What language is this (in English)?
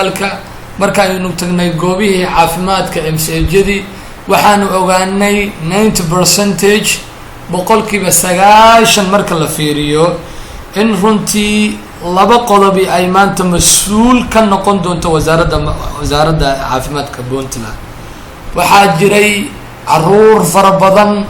Somali